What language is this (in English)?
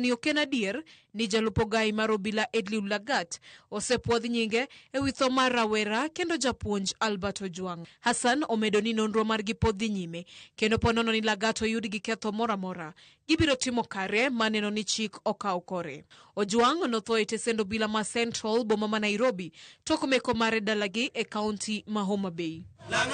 Luo (Kenya and Tanzania)